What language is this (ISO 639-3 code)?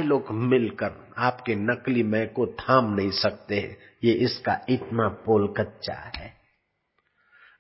hin